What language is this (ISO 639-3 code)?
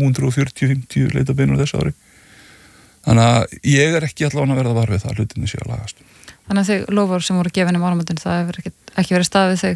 isl